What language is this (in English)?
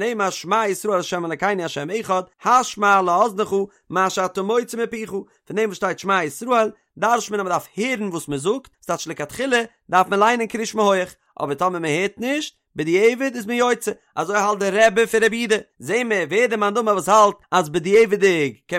Yiddish